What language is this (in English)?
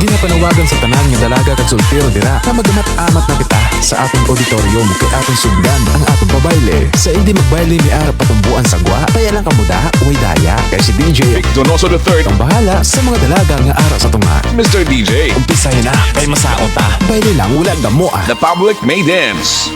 Hiligaynon